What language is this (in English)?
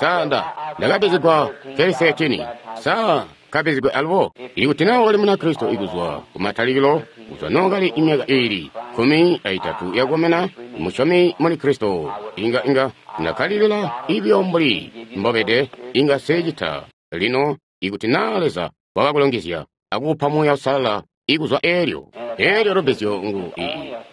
Tonga (Zambia)